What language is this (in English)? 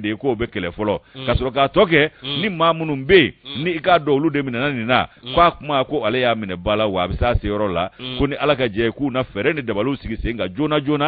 Bambara